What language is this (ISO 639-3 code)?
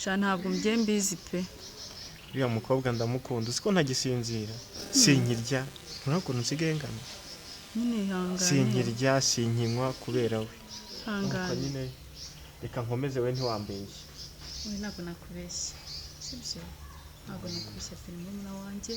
kin